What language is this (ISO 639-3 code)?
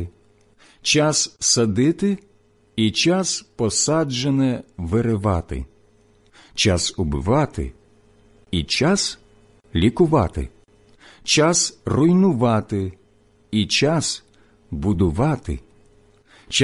ukr